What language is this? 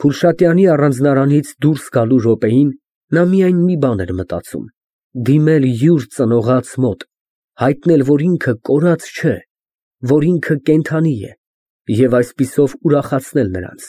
Armenian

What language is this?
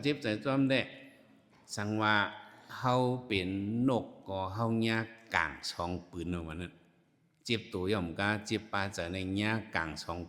Shan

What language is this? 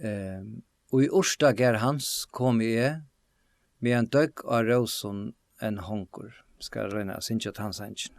Faroese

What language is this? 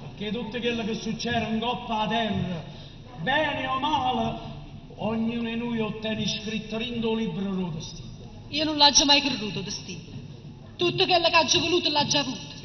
Neapolitan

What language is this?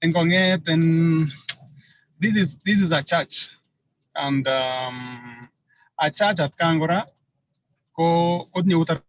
Kalenjin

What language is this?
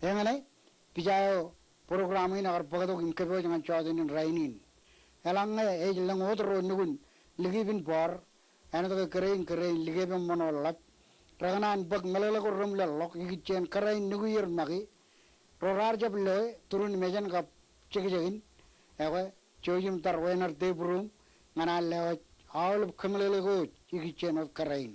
Marshallese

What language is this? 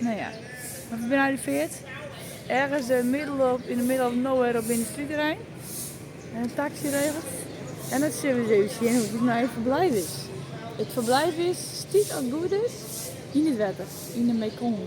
Western Frisian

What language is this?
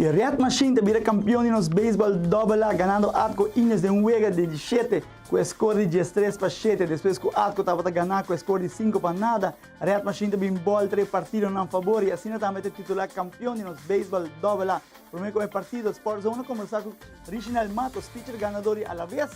Papiamento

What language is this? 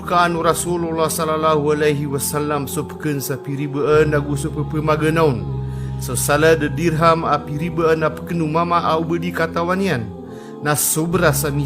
Maranao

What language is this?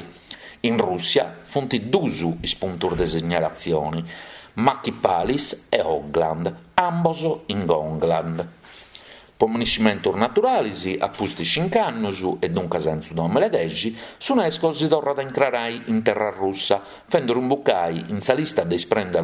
Sardinian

